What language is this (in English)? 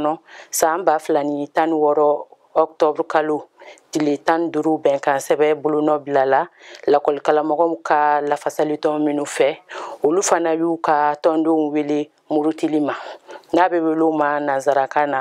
Bambara